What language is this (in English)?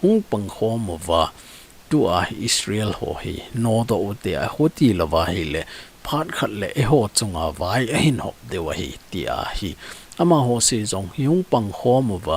Thado Chin